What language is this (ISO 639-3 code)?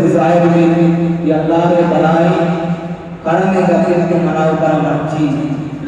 bgp